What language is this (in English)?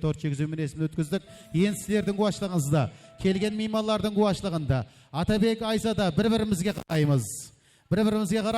Kara-Kalpak